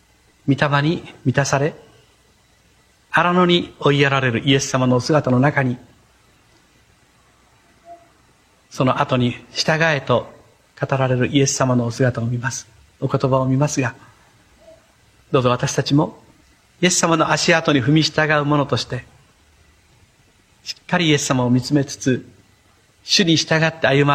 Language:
Japanese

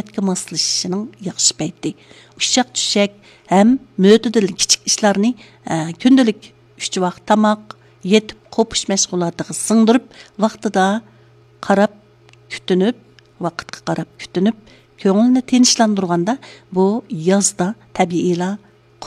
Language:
Uyghur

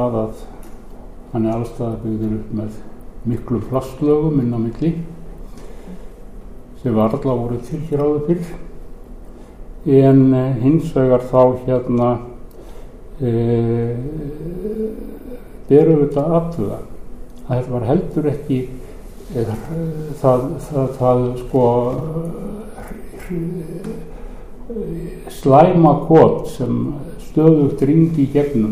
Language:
Icelandic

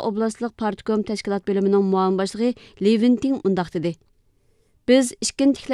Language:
Uyghur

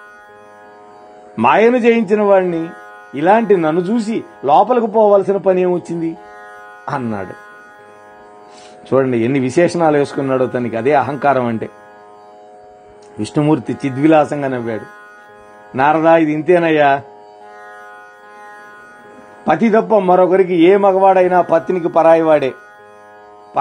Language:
Telugu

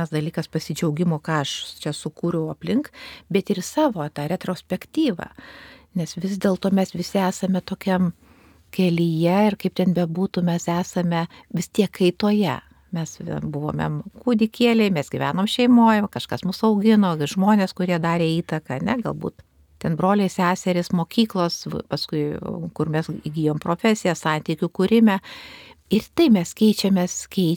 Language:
Lithuanian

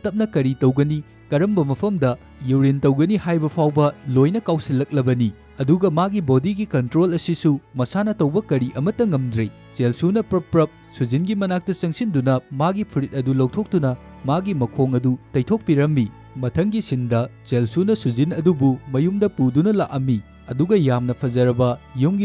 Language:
Manipuri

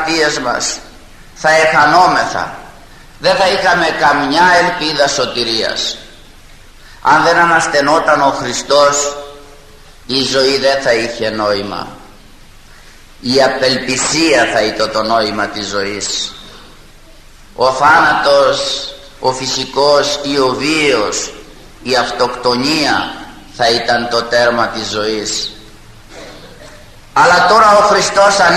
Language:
Greek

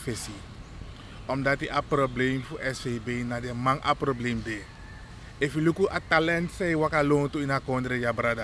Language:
Sranan Tongo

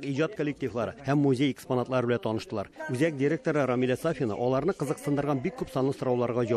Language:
Tatar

